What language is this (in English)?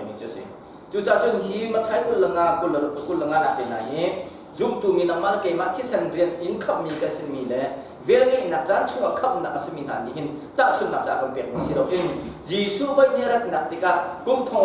Hakha Chin